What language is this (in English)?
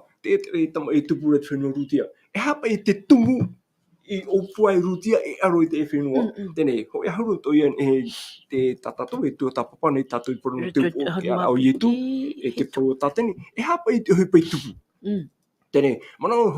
Tahitian